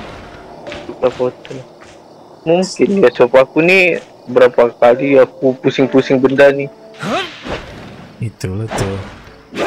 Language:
Malay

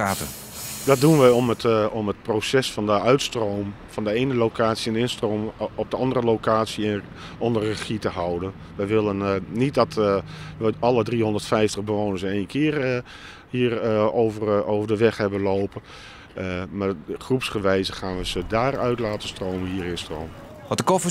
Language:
Western Frisian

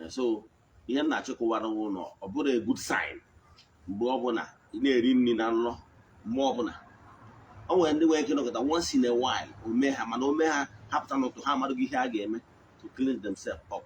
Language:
Igbo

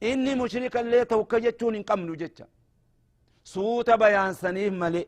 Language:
Oromo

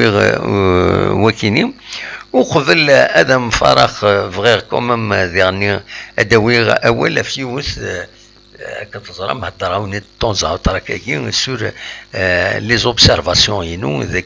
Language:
Kabyle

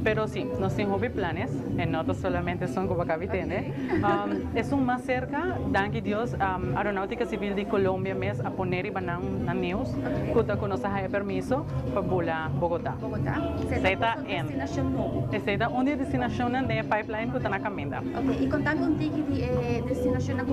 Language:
Papiamento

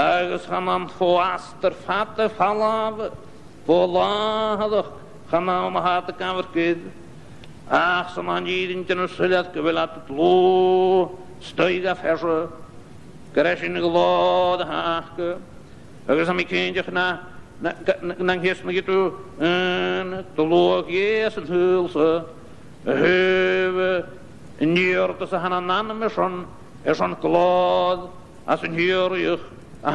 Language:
Scottish Gaelic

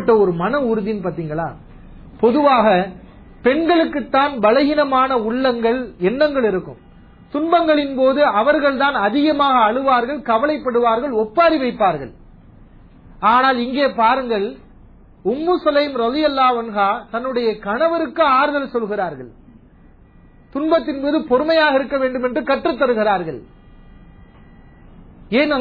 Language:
Tamil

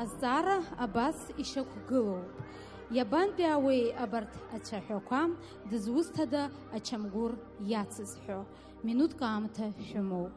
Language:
Abkhazian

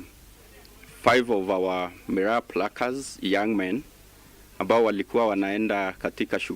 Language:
Meru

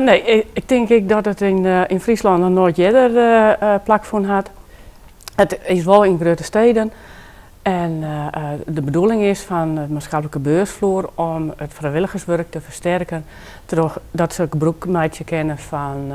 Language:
Western Frisian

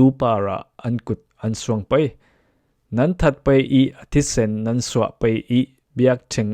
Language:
Falam Chin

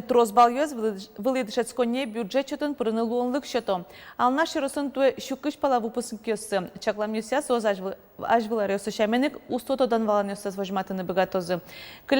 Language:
Udmurt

